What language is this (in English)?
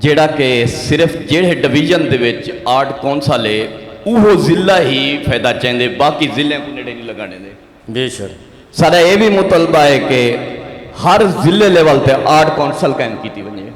Saraiki